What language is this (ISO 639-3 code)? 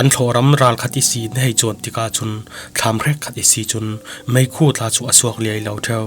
cfm